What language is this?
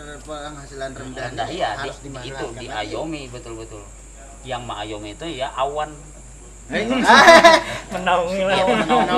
Banjar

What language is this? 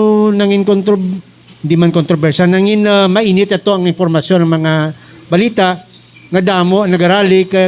Hiligaynon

